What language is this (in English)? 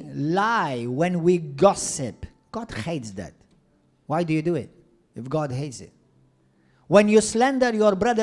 English